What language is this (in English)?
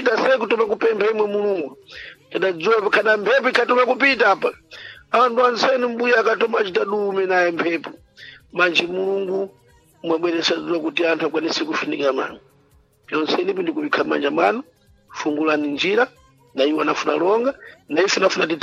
Sena